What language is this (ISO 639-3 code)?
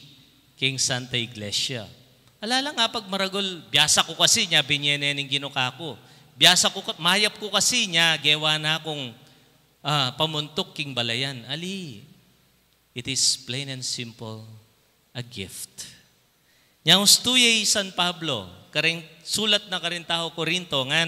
pam